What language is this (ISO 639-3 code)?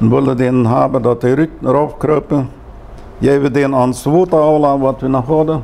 pdt